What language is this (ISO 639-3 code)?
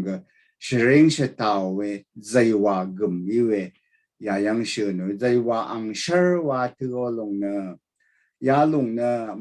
raw